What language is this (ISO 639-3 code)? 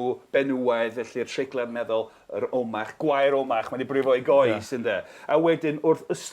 cym